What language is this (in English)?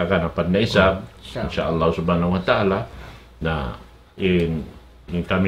Tausug